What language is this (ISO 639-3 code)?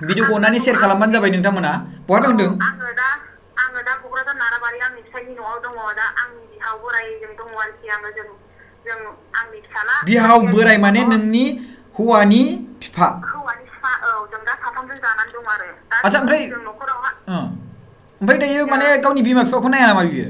brx